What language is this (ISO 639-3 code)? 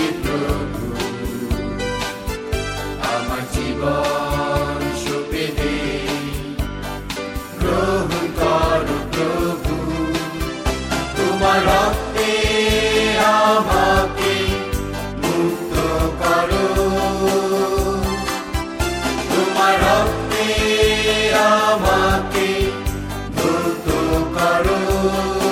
ben